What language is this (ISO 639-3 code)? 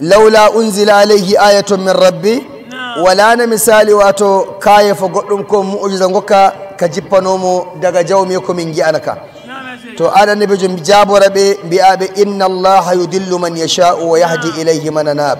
fuv